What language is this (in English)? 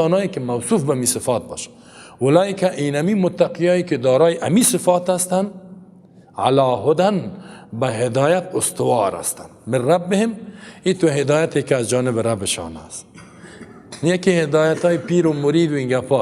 Persian